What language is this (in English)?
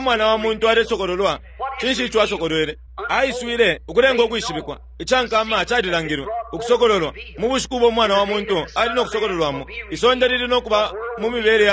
Bemba